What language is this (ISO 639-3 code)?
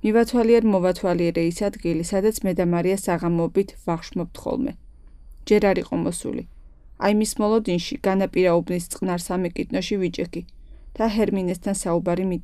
kat